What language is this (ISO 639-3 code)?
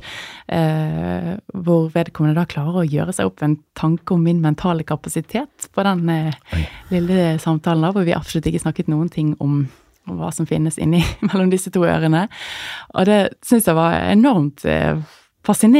nor